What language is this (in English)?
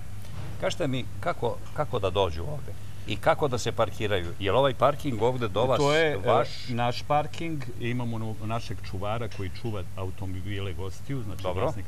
Serbian